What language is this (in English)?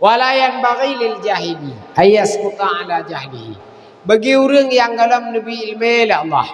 Achinese